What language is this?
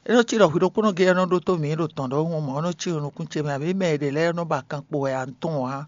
Fon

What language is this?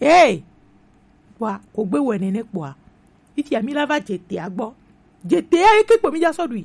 Gen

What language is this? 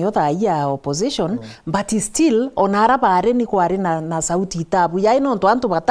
Meru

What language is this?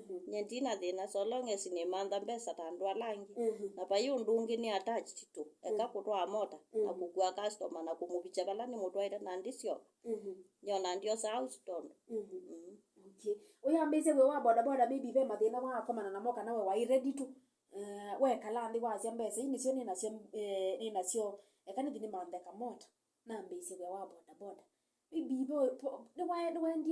Kamba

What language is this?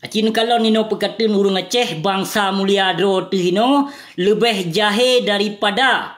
Achinese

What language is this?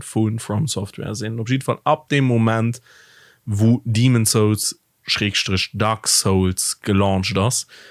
Luxembourgish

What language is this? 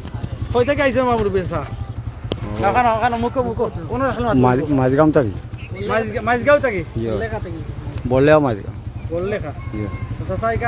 Sylheti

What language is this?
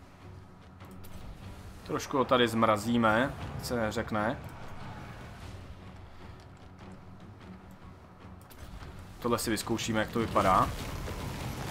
Czech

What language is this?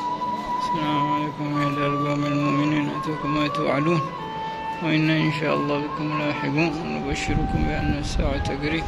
Arabic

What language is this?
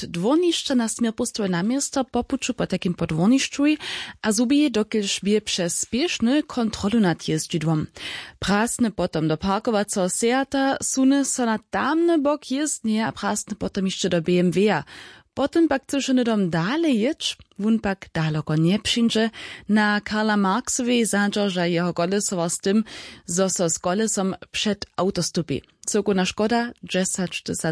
Upper Sorbian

